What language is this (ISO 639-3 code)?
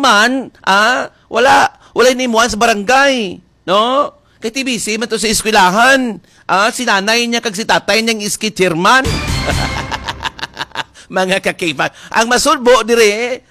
hil